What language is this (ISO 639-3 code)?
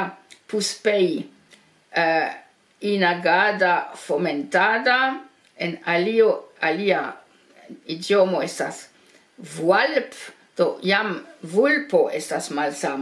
epo